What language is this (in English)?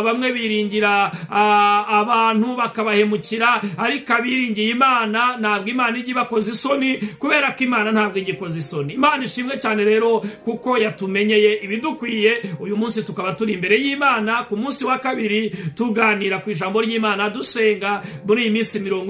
Kinyarwanda